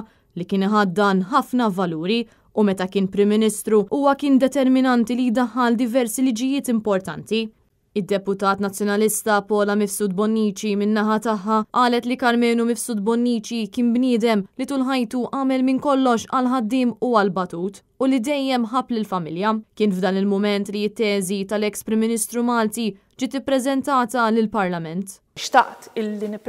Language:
Maltese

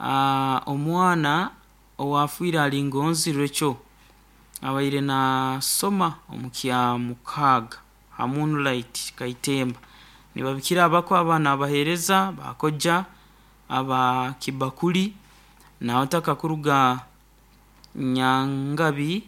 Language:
Nyoro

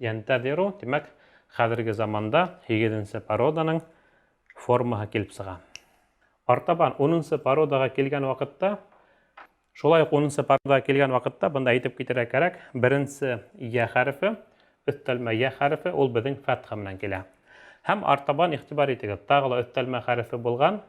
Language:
Bashkir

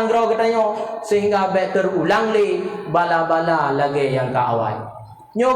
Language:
Achinese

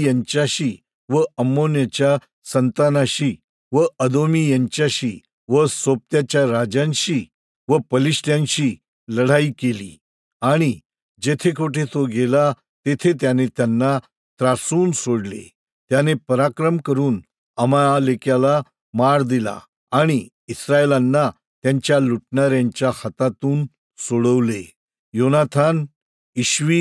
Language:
Marathi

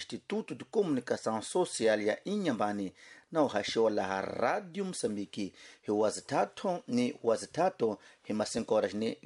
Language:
Tsonga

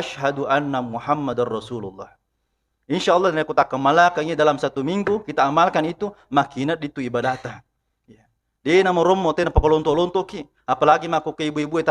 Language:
Buginese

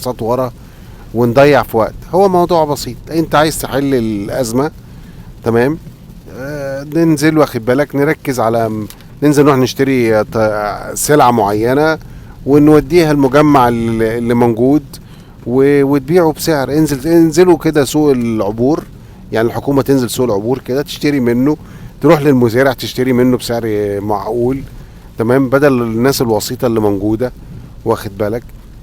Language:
Egyptian Arabic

